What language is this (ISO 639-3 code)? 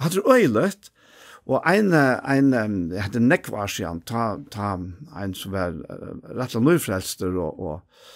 fao